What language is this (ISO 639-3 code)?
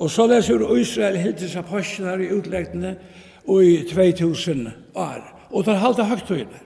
fao